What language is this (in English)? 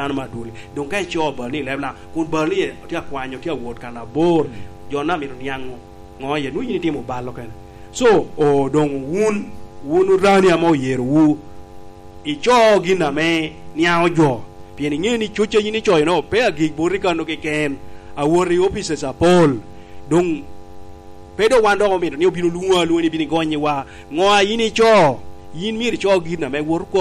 Lango (Uganda)